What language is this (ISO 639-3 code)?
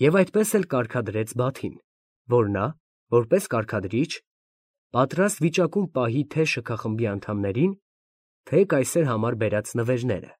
hye